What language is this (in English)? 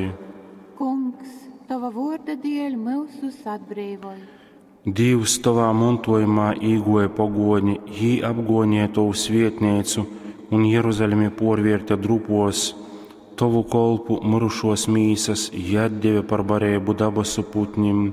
Latgalian